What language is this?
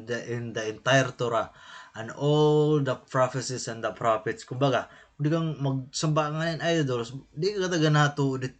Waray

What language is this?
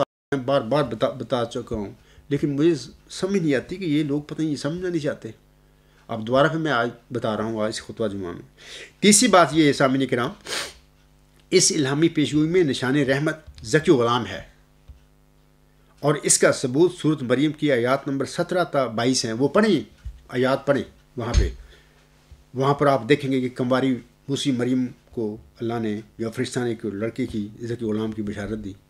Urdu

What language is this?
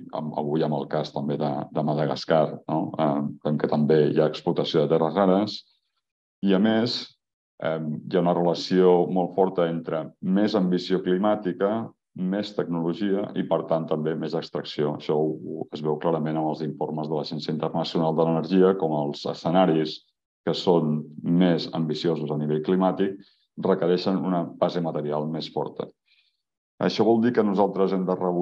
Catalan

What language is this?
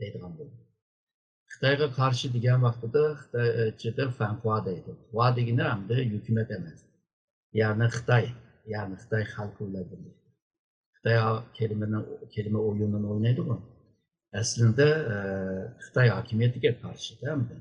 Uyghur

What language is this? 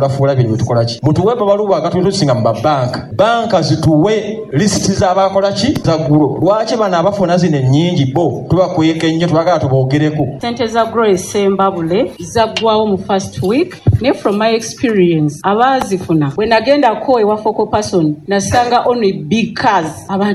Ganda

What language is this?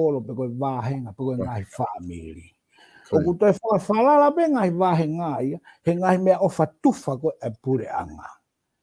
Tongan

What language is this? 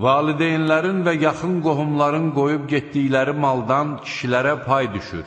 Azerbaijani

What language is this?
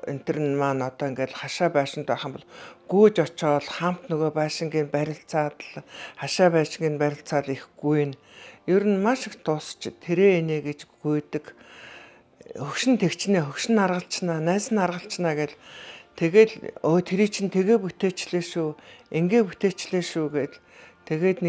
Mongolian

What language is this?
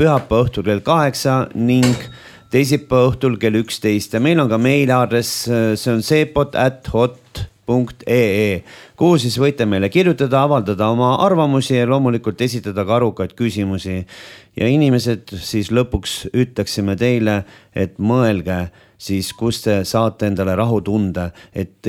Estonian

